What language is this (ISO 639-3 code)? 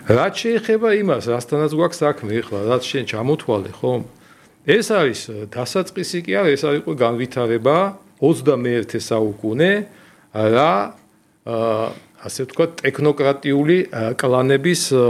kat